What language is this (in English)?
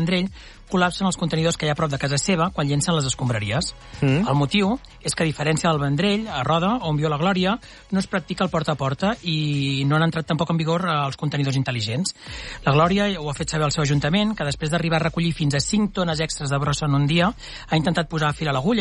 Catalan